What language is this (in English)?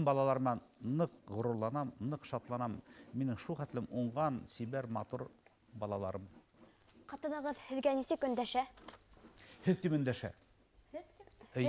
Bashkir